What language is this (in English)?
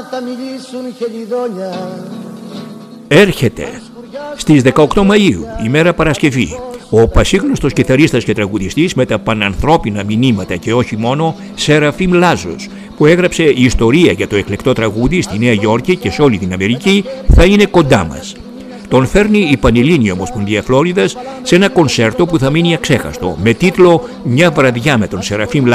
Greek